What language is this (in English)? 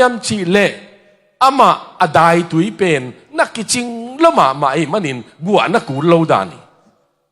Tedim Chin